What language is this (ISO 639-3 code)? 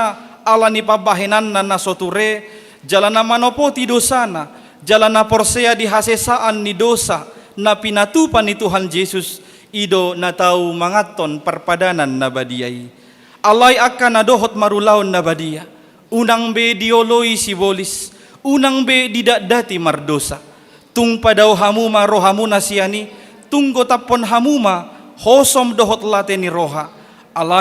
bbc